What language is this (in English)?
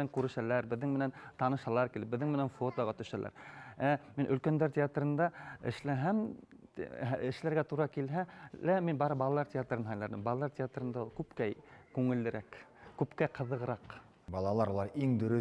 Bashkir